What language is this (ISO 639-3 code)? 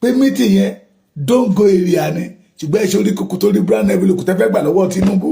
yor